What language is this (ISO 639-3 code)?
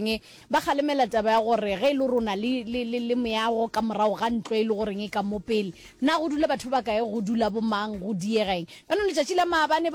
nso